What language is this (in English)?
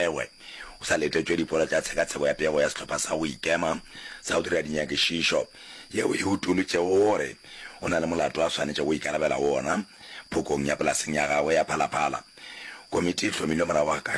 Northern Sotho